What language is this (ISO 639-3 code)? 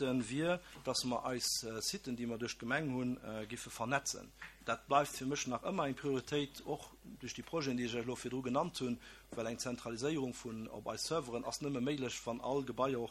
ltz